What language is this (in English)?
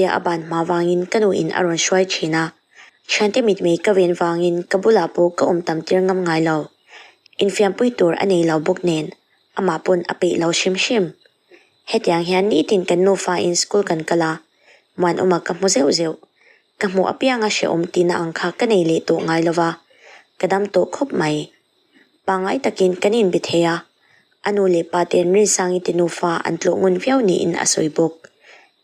Mizo